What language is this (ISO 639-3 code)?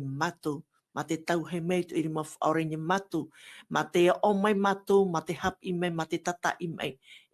tah